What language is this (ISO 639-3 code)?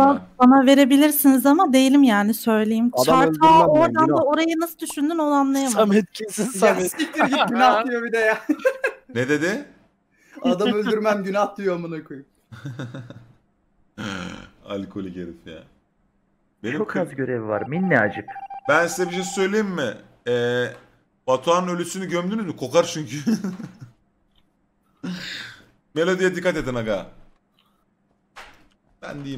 tur